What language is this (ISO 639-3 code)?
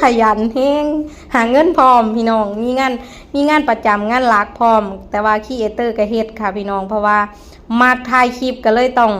tts